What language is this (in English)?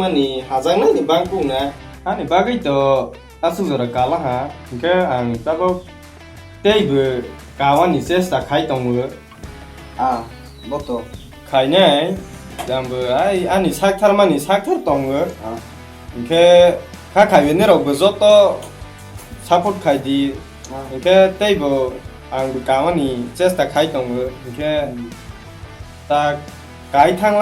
Kok Borok